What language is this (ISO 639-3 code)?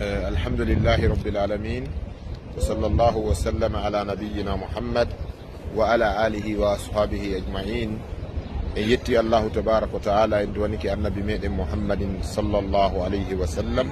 ful